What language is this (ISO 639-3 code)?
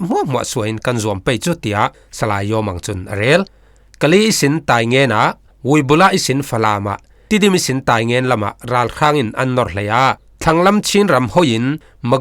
cfm